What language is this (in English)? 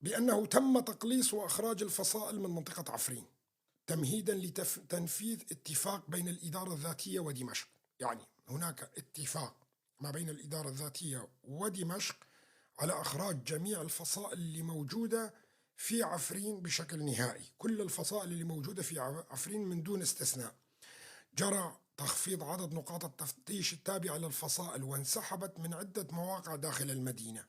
North Levantine Arabic